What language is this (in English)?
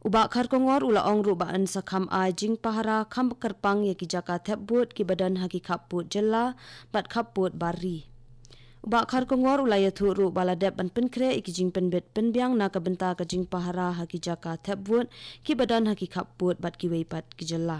Khasi